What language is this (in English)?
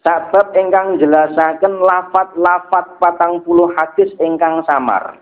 Javanese